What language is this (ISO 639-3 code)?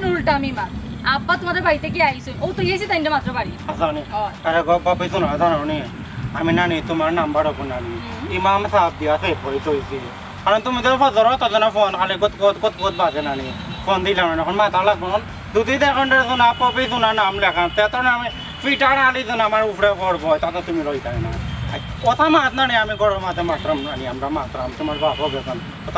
syl